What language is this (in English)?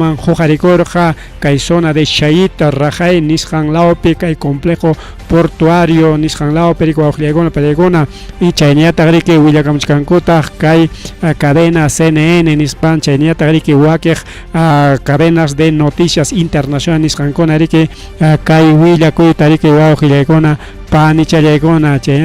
Ayacucho Quechua